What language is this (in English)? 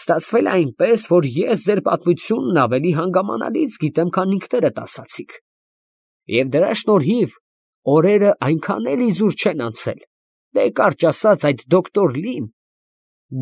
Armenian